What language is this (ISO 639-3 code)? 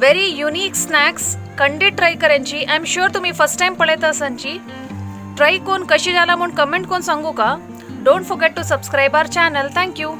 kok